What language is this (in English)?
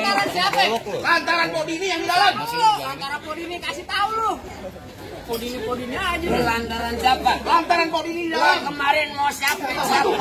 Betawi